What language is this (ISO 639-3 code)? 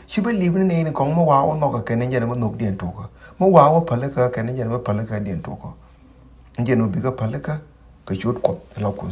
nus